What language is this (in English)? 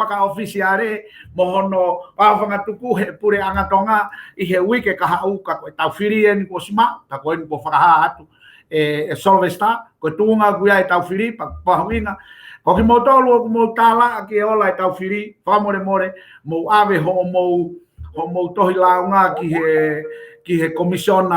Tongan